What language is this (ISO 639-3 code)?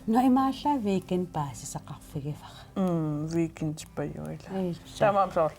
kal